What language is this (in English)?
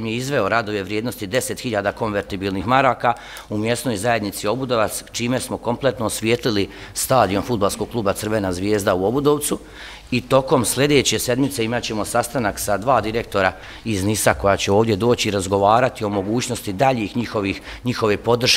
Bosnian